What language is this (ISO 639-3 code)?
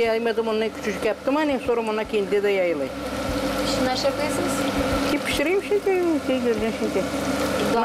gag